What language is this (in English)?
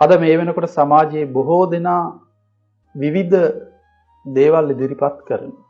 Sinhala